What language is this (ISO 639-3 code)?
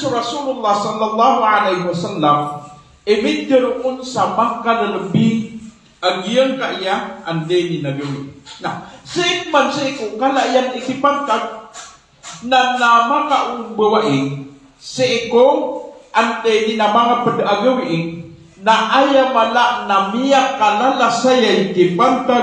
mrw